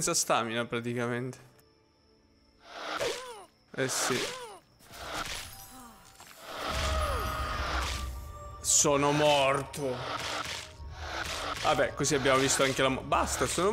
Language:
Italian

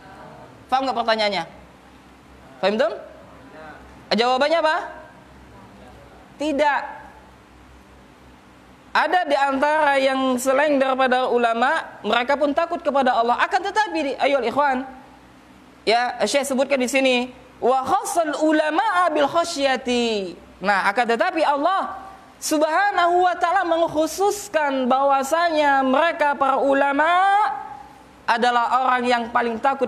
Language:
Indonesian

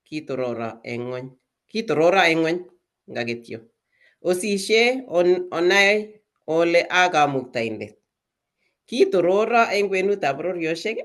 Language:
Kalenjin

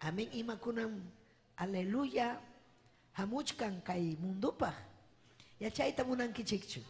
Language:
Ayacucho Quechua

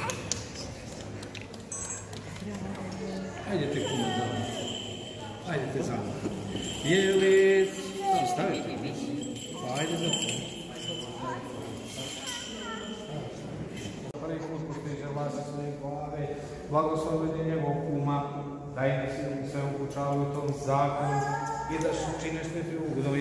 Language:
Serbian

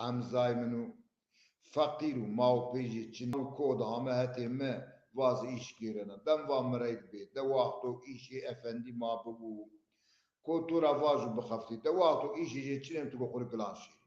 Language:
Zaza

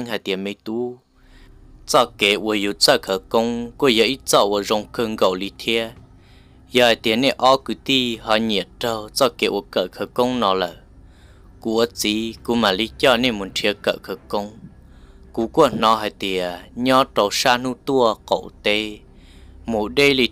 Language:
Hmong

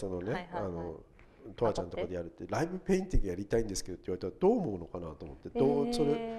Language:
Japanese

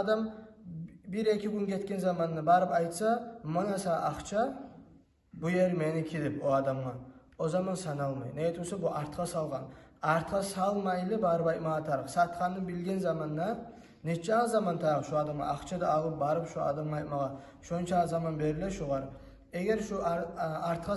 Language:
Kumyk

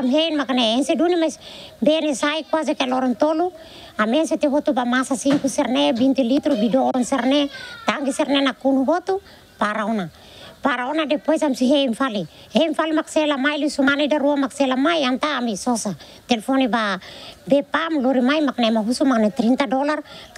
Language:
Tetum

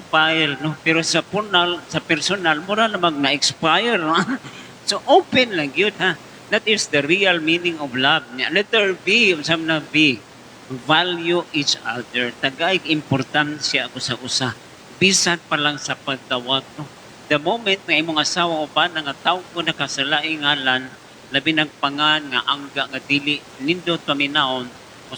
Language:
Cebuano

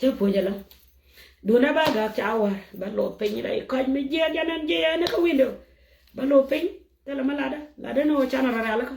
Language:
Nuer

